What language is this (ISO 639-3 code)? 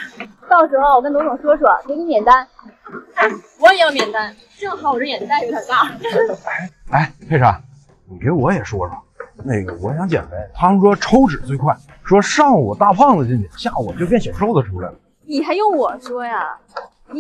zho